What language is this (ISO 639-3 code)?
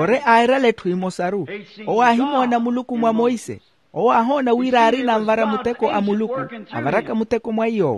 vmw